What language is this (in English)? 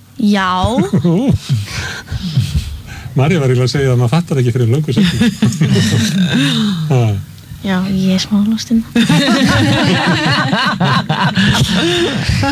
Icelandic